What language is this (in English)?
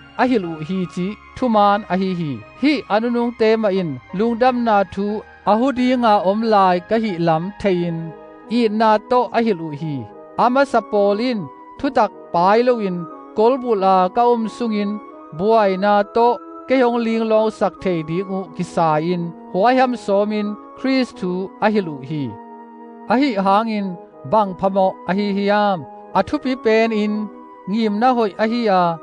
Tedim Chin